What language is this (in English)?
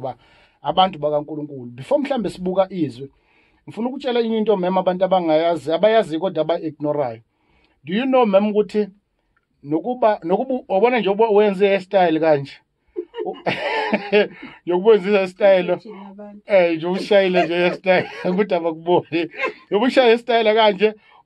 Zulu